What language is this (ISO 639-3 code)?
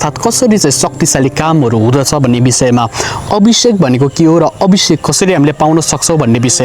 nep